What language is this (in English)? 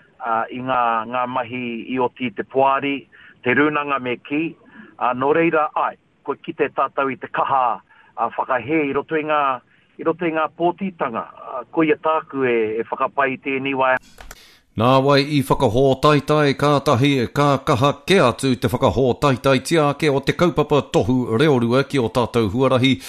Māori